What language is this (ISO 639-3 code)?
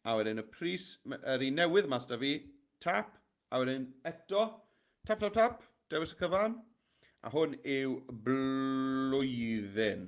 cym